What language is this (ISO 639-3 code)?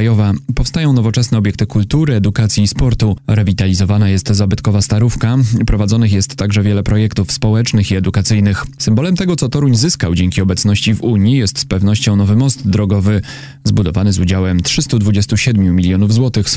pol